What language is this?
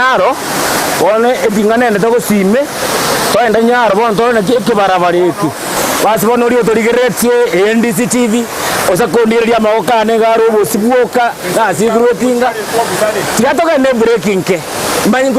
Gusii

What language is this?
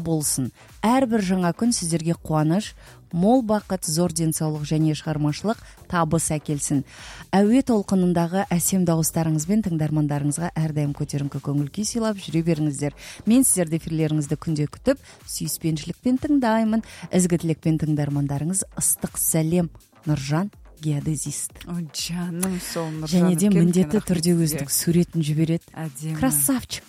Kazakh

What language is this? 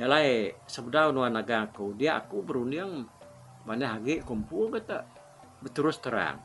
Iban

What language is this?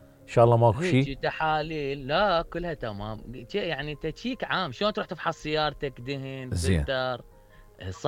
Mesopotamian Arabic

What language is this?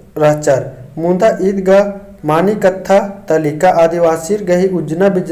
Kurukh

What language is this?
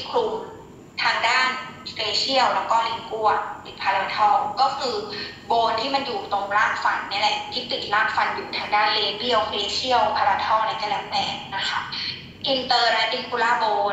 Thai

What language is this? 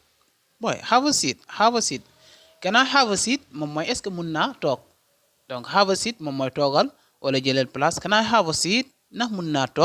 Wolof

